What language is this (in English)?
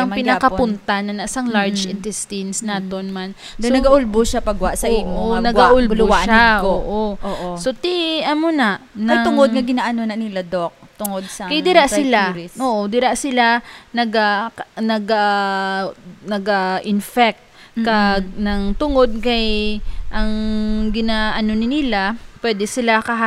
Hiligaynon